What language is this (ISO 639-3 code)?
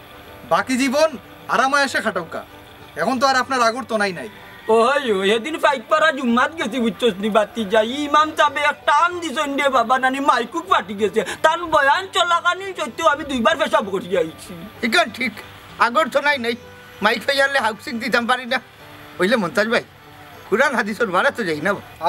syl